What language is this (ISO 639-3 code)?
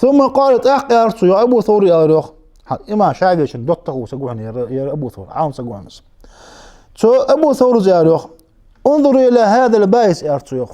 inh